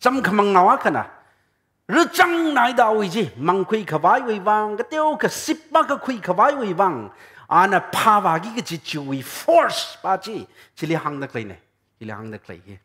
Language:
Tangkhul Naga (India)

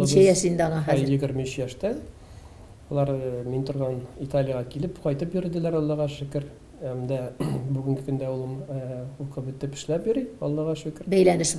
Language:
Tatar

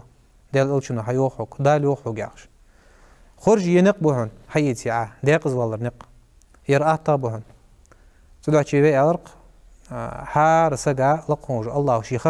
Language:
Ingush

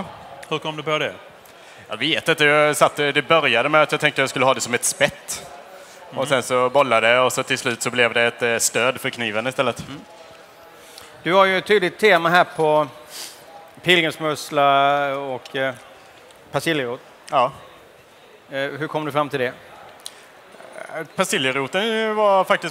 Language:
Swedish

